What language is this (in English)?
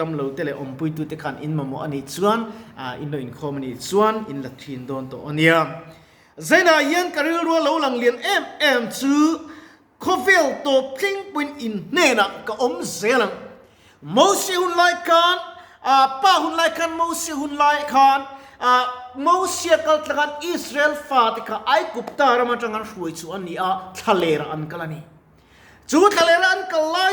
Mizo